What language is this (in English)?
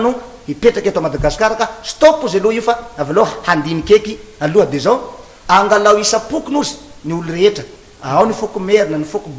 Malagasy